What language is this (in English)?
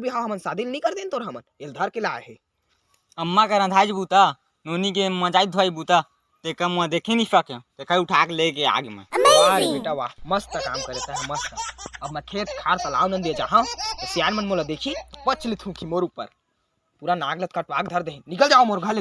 Chhattisgarhi